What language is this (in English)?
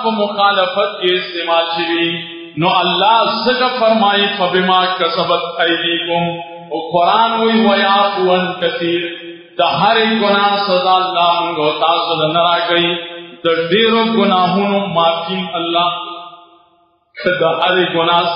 Pashto